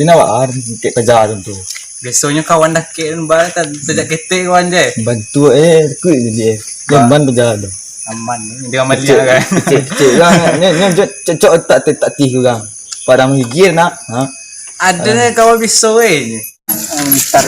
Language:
Minangkabau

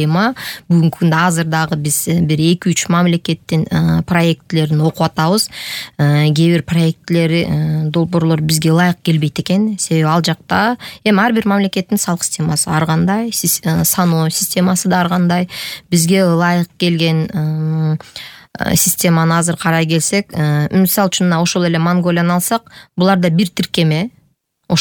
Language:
Kyrgyz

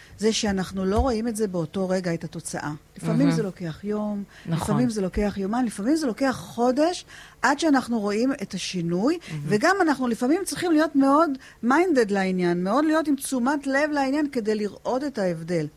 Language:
Hebrew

